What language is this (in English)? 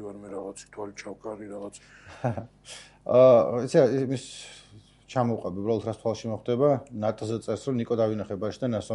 Georgian